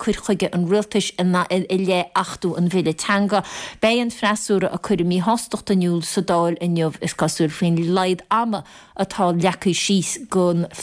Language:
Irish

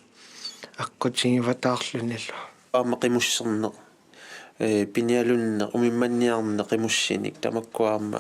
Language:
Kalaallisut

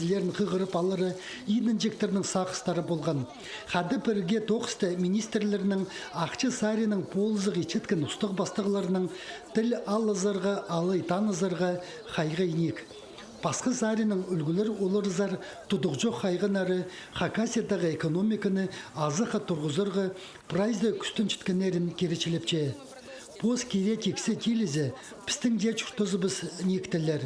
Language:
Khakas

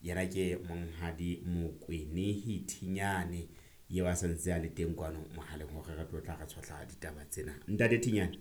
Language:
Southern Sotho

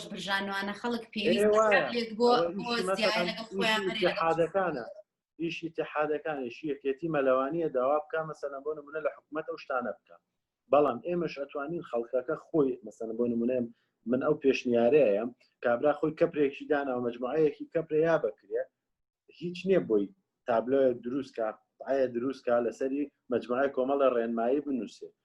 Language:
Central Kurdish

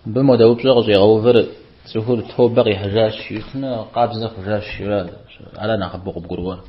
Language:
Kabardian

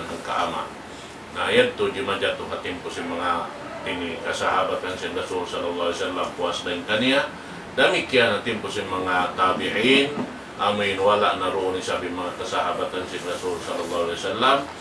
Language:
Tausug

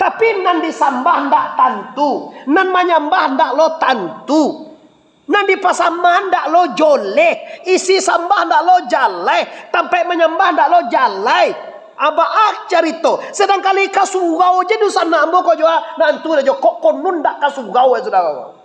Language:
Minangkabau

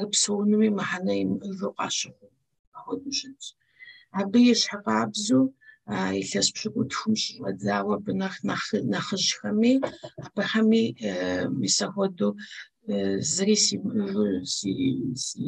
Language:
Kabardian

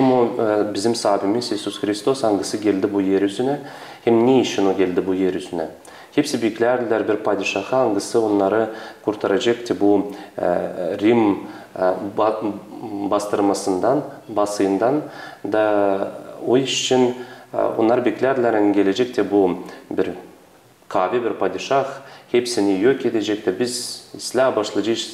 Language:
Gagauz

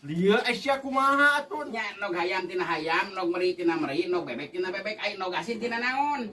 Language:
Sundanese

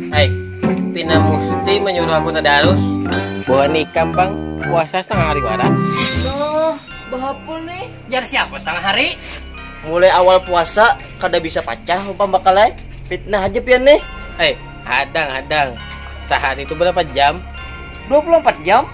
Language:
Banjar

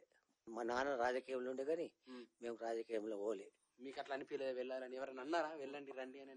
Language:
Telugu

